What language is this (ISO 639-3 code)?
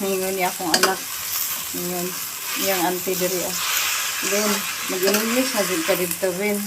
ceb